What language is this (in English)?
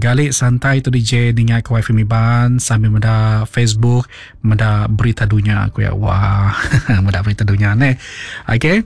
Iban